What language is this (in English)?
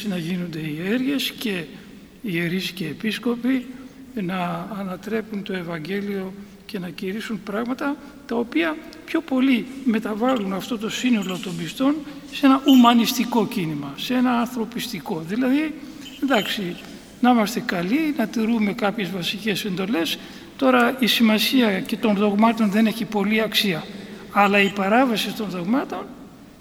Greek